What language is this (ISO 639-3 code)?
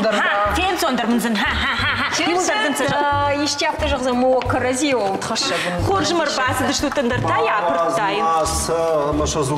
oss